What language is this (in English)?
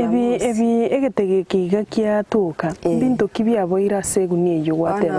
Gusii